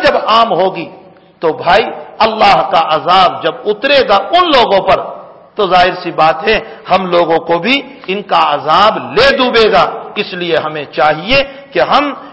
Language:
Urdu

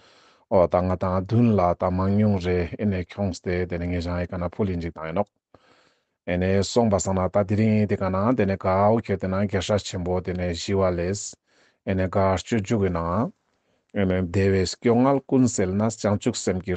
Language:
Ladakhi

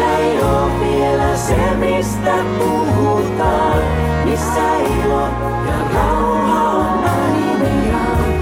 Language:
Finnish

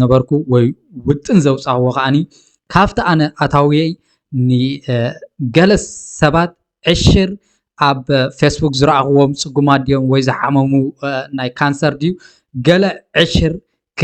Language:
Tigrinya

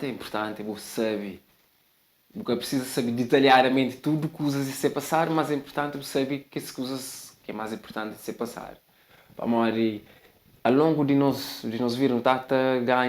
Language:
Kabuverdianu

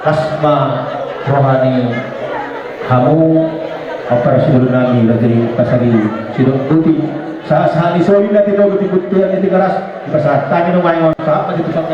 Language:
Batak Toba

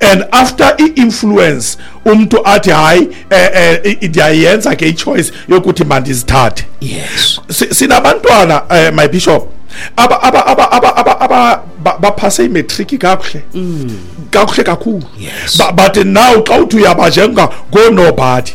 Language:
Xhosa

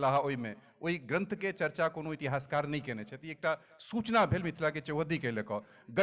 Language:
Maithili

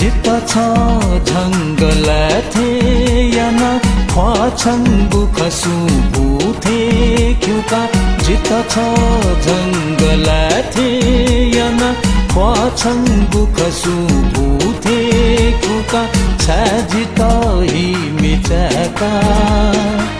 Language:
Newari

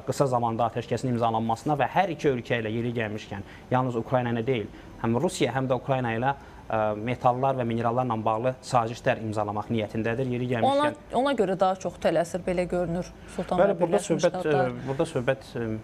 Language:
Azerbaijani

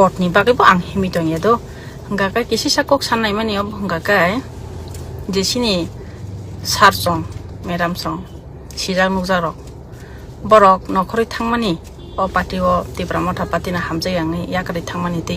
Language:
Kok Borok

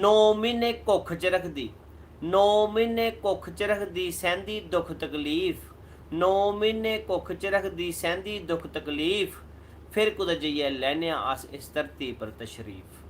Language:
Dogri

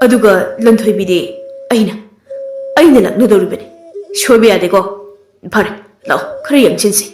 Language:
Manipuri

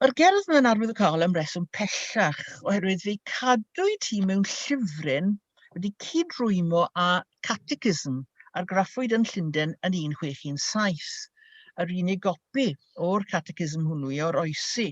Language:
Welsh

